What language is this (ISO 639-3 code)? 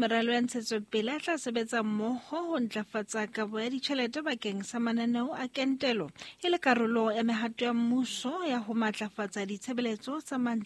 sot